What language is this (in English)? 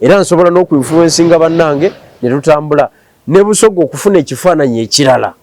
Ganda